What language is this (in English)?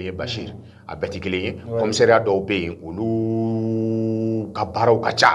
Bambara